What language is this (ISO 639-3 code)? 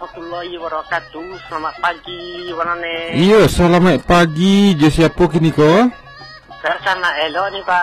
min